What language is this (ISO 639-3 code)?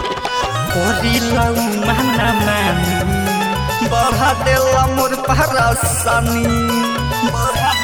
bho